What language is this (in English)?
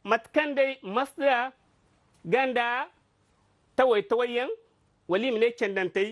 Zarma